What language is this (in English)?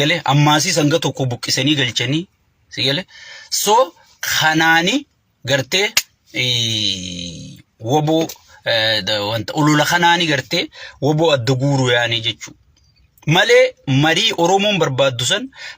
Oromo